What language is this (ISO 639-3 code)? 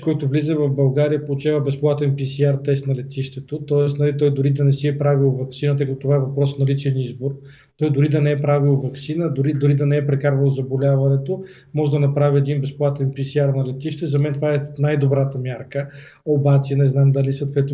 bul